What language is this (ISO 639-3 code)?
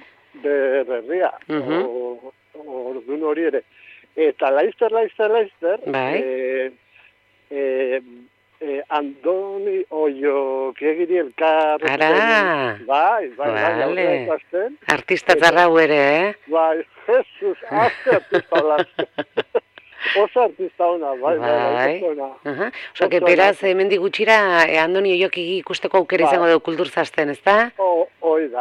eus